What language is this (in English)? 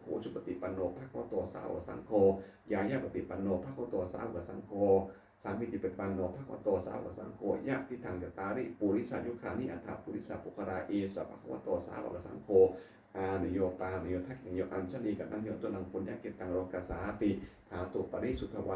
Pali